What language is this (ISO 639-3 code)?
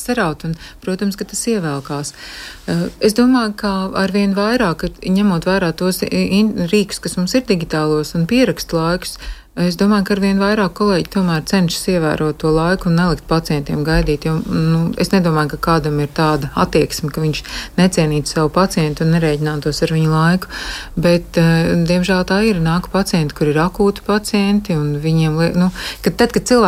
lav